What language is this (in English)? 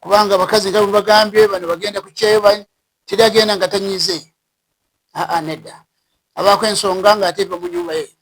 Ganda